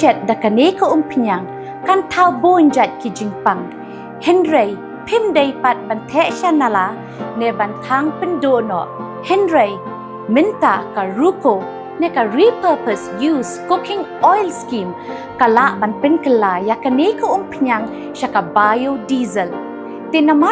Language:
Khasi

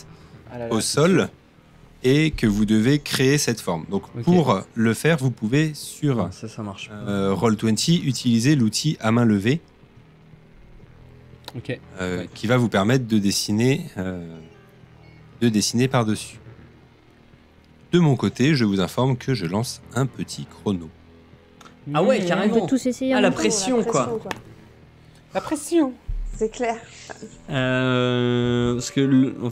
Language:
French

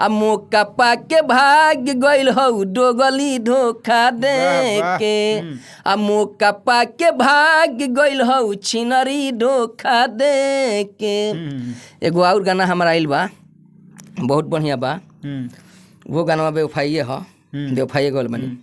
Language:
Bhojpuri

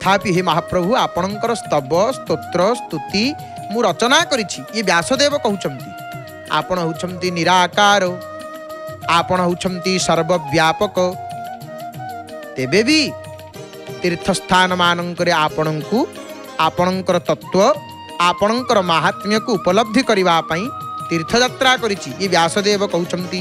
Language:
Odia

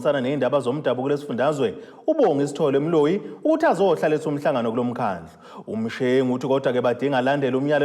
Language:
Zulu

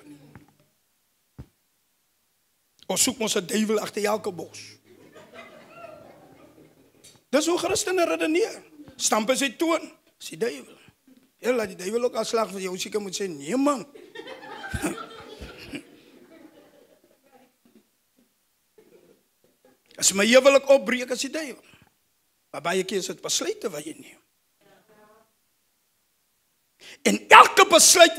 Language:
Afrikaans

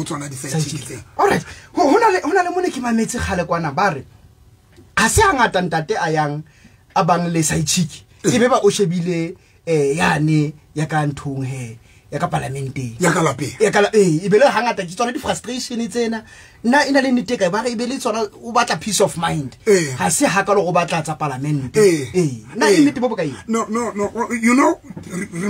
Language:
Southern Sotho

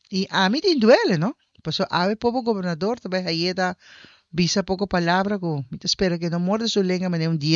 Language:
Papiamento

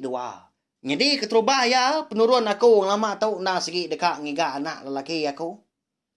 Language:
Iban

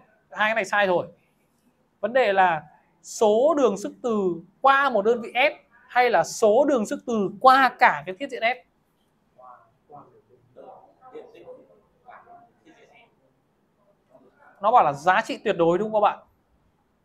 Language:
Vietnamese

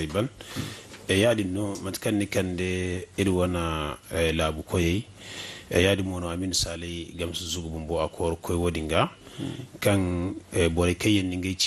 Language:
Zarma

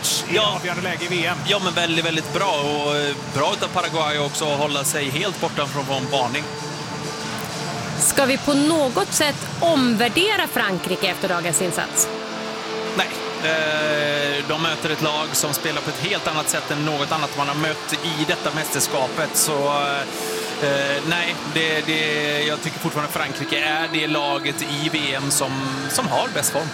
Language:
Swedish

